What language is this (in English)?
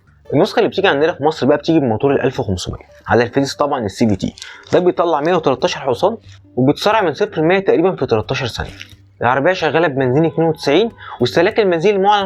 Egyptian Arabic